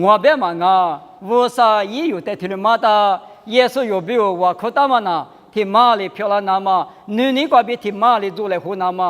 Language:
Lisu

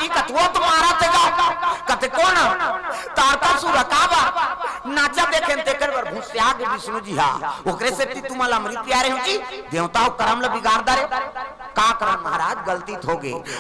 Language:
Chhattisgarhi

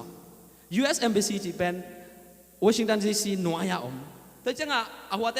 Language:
Tedim Chin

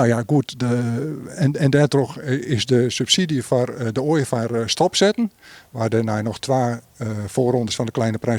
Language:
Western Frisian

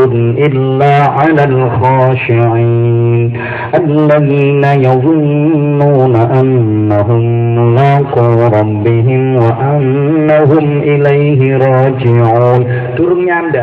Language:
Javanese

